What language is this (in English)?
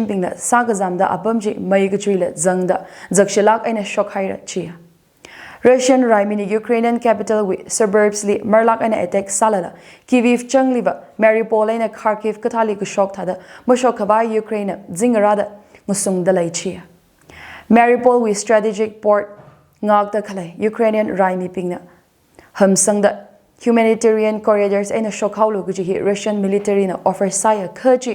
Tangkhul Naga (India)